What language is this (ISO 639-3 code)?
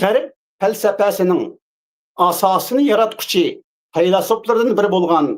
uig